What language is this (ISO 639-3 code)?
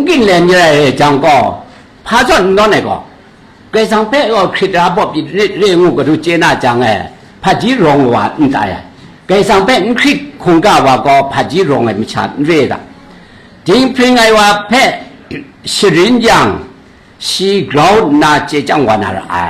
kac